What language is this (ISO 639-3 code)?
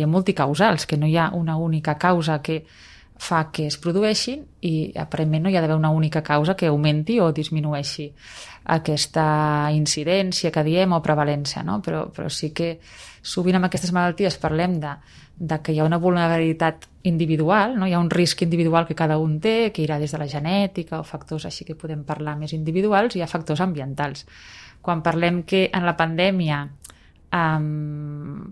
cat